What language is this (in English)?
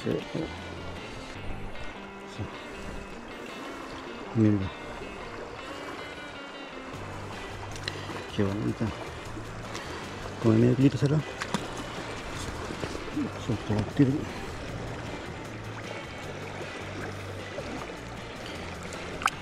Spanish